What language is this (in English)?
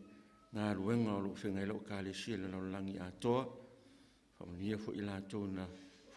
Samoan